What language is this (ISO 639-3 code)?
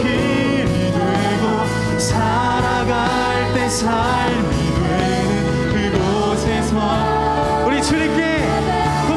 kor